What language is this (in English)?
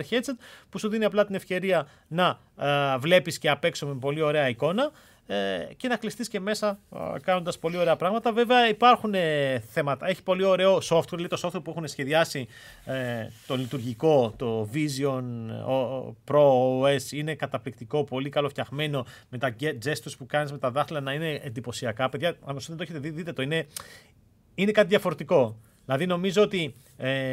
Greek